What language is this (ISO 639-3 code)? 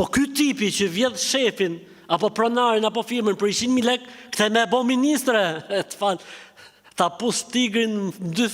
sqi